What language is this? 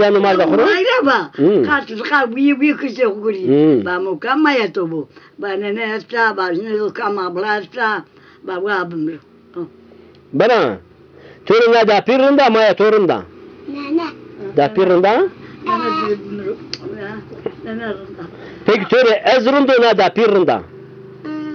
Zaza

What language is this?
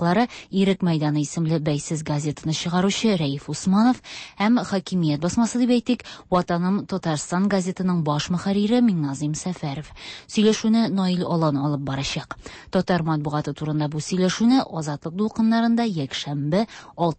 Tatar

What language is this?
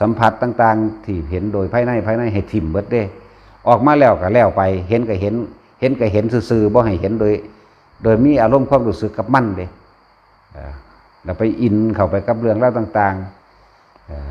Northeastern Thai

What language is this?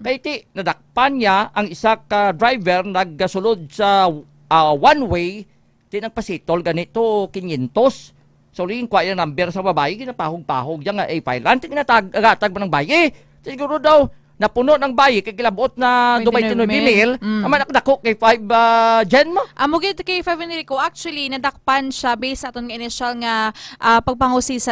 Hiligaynon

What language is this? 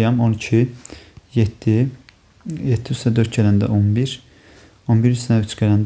Azerbaijani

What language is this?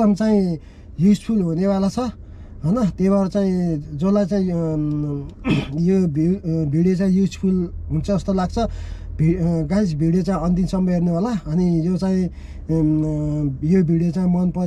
Nepali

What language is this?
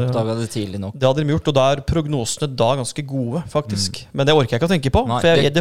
Norwegian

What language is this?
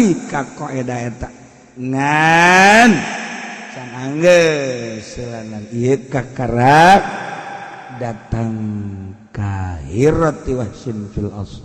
Sundanese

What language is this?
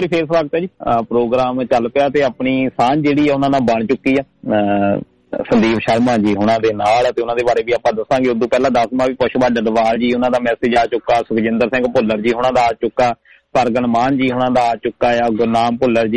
Punjabi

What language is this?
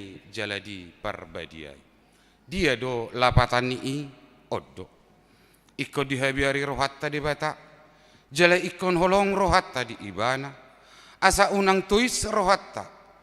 Batak Toba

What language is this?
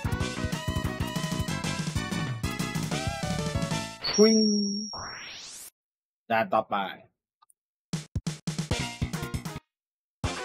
Thai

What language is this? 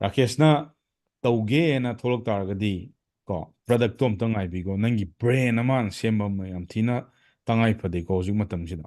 Manipuri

